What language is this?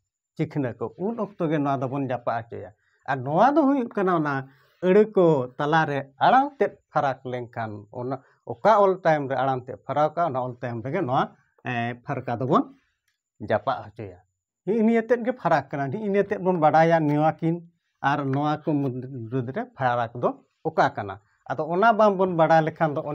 Santali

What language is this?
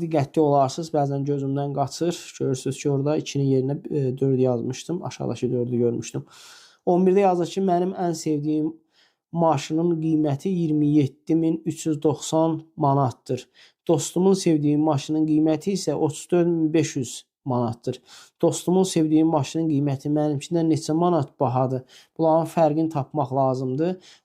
Azerbaijani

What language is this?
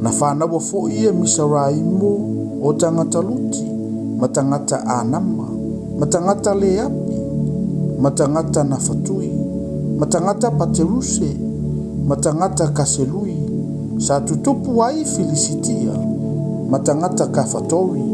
Samoan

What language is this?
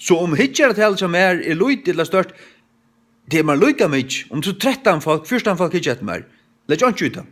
Faroese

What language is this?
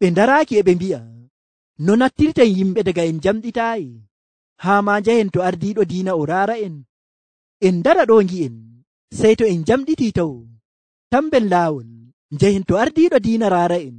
Nigerian Fulfulde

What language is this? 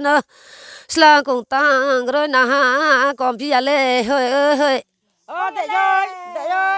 Riang (India)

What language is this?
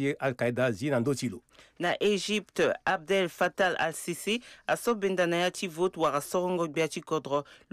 Sango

